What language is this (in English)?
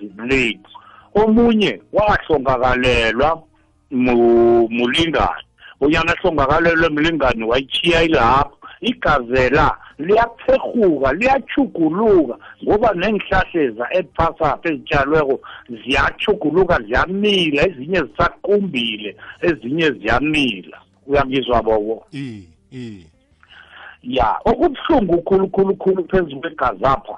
South Ndebele